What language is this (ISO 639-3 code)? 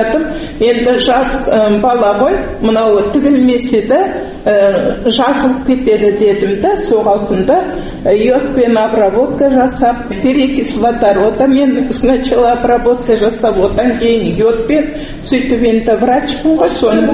kaz